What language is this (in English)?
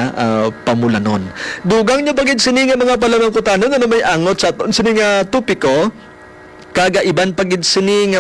Hiligaynon